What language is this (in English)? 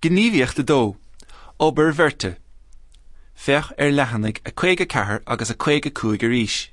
Irish